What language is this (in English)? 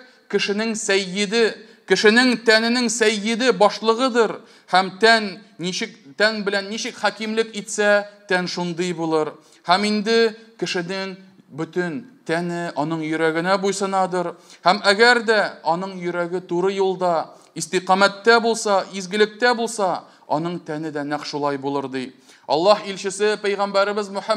Tatar